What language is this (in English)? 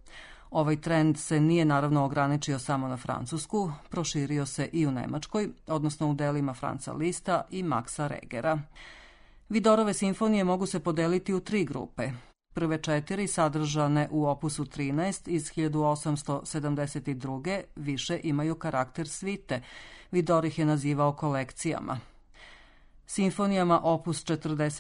Serbian